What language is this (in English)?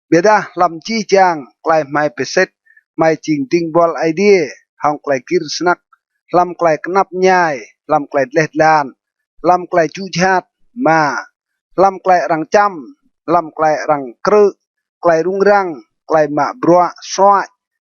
Rade